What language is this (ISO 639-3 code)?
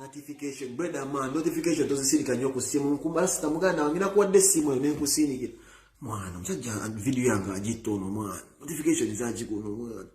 lug